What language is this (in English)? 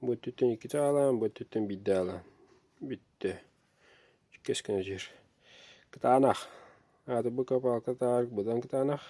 Yakut